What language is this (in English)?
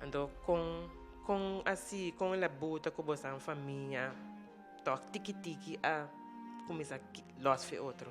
Papiamento